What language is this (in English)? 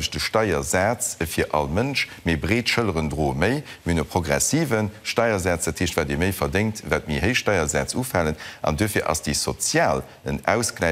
Luxembourgish